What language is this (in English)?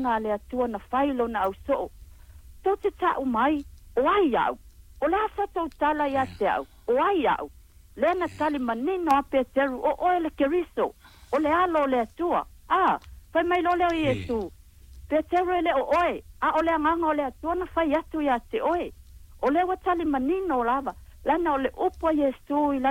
Samoan